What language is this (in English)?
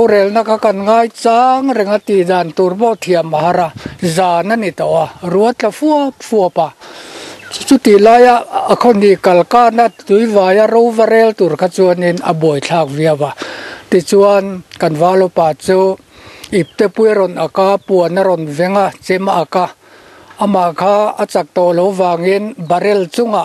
Mizo